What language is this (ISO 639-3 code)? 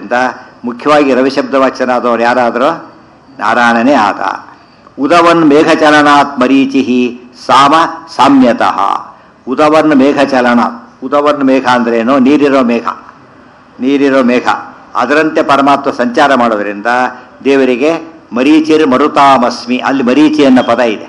kan